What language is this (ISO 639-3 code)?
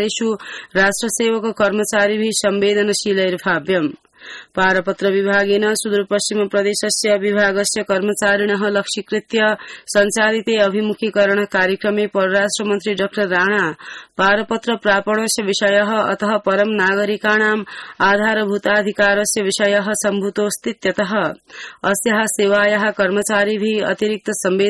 san